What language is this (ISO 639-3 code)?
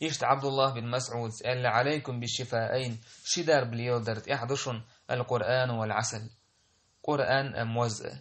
che